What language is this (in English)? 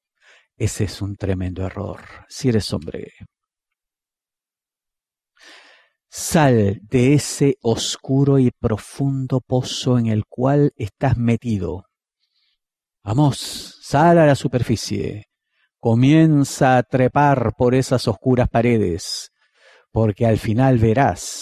Spanish